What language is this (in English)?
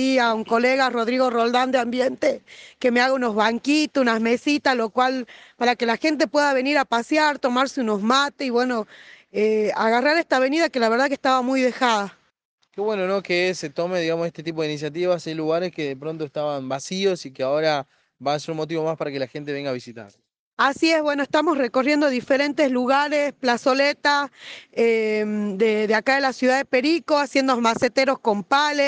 Spanish